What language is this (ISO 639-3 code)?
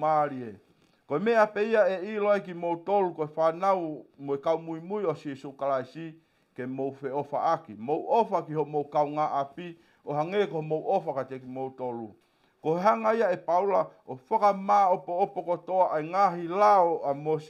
ton